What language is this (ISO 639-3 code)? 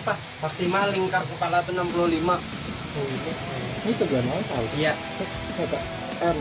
bjn